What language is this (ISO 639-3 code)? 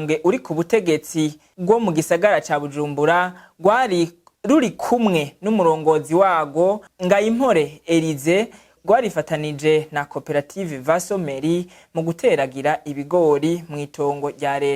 run